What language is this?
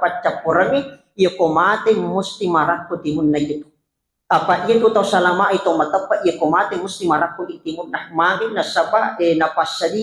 Buginese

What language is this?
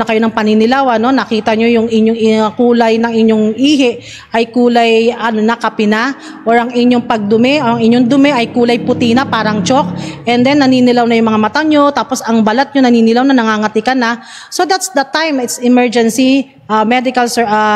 Filipino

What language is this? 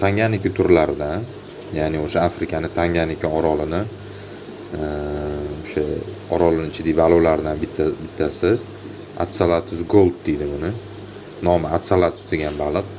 Uzbek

